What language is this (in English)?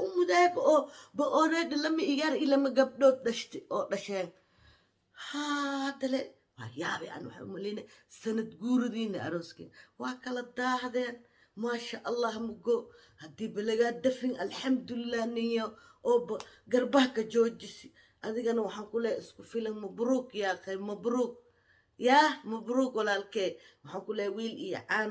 Somali